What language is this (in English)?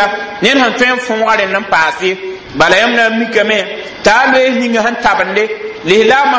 Mossi